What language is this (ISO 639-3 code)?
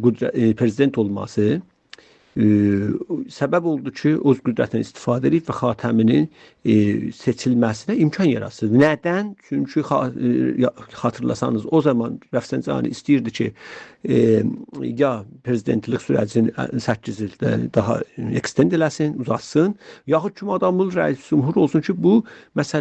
azb